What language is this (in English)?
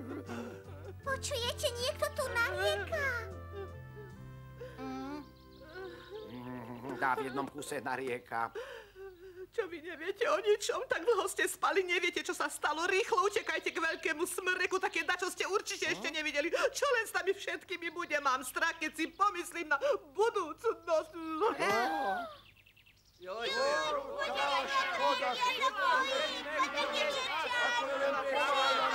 Slovak